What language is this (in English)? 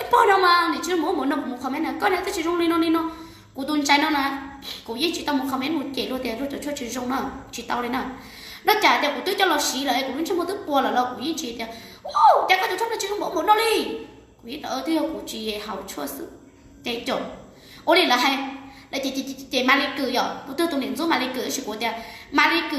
Hmong